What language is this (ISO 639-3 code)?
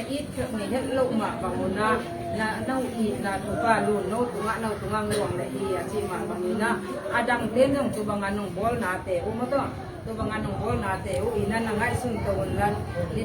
ctd